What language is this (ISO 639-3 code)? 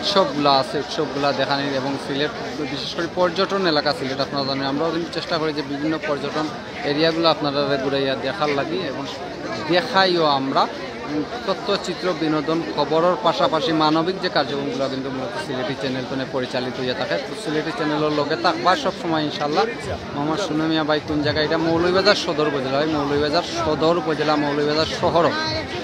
syl